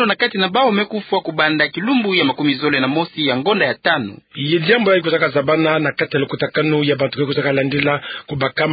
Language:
Kituba (Democratic Republic of Congo)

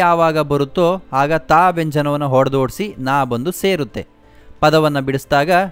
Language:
Kannada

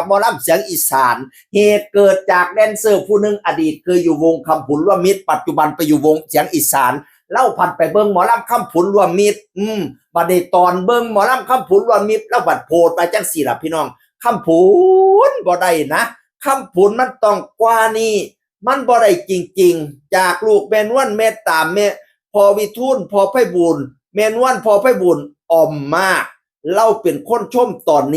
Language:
Northeastern Thai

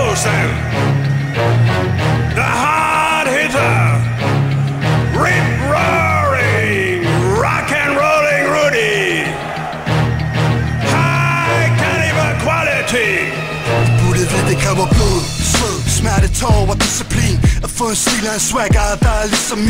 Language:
Danish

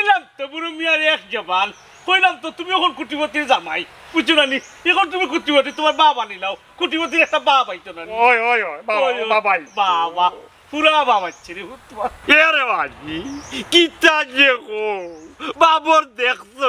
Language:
Sylheti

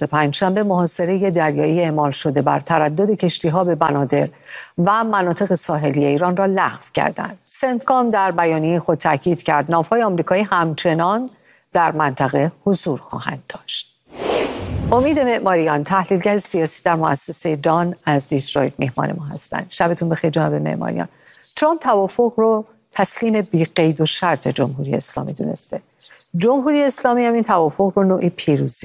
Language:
Persian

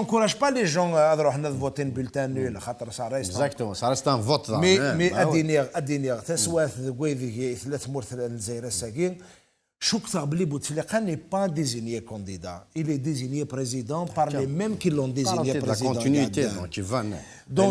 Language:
Kabyle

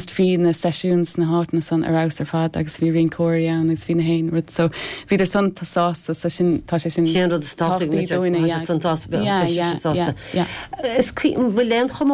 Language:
Irish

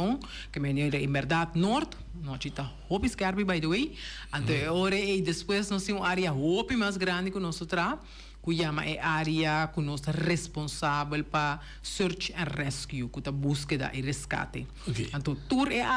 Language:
Papiamento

